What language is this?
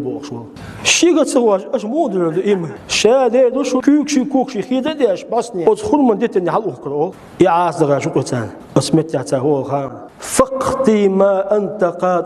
Chechen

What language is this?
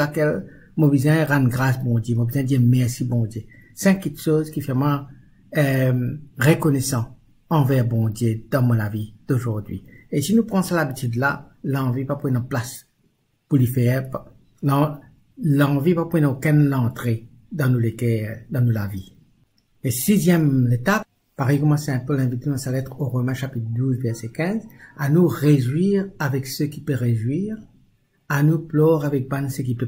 Morisyen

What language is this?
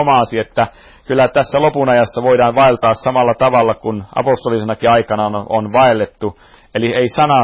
Finnish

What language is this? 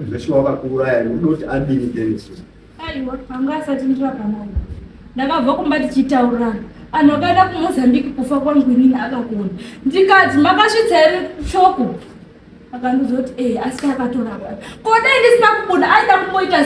Shona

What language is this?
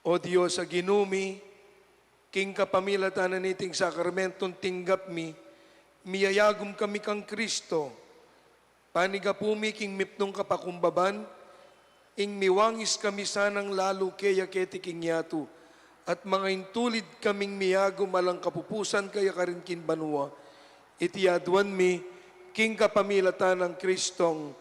Pampanga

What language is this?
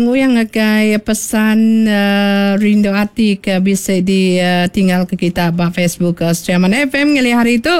Iban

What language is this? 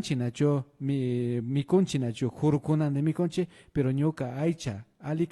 Imbabura Highland Quichua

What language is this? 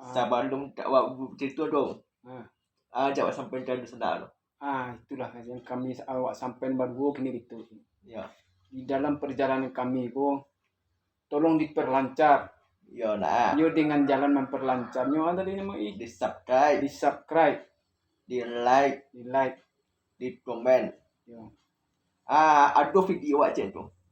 Minangkabau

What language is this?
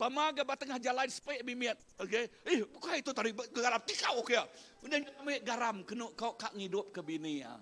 Iban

